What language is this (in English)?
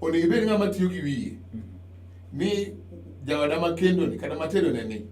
Luo (Kenya and Tanzania)